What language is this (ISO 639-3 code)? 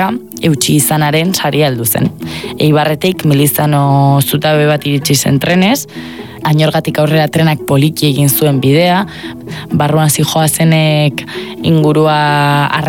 eus